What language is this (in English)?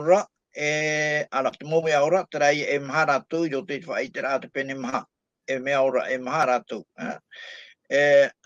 Tahitian